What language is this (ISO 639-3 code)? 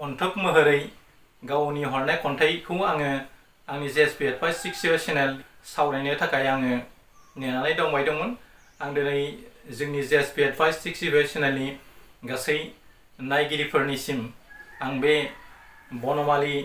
brx